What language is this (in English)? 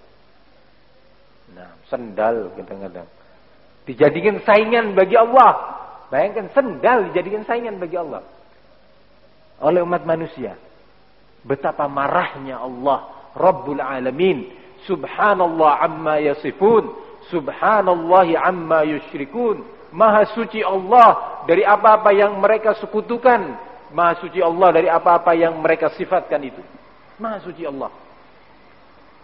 Indonesian